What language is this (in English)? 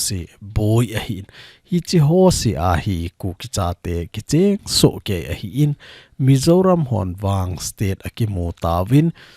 Thado Chin